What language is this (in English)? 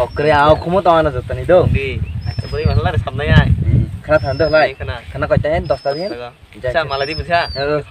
Kok Borok